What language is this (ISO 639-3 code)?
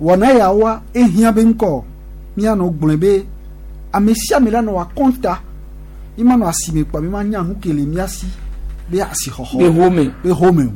gej